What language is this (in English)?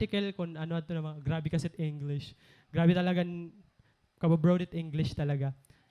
Waray